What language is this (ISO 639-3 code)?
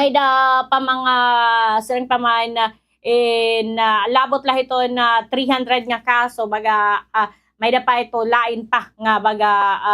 war